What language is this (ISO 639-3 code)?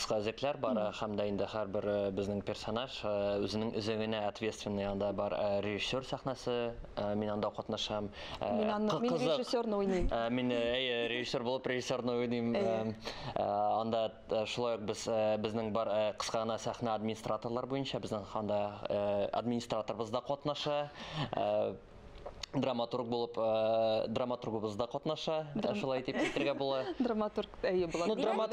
tat